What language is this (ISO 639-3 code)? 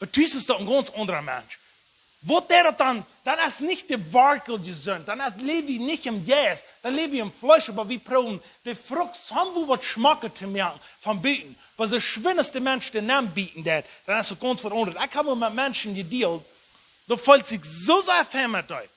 pdt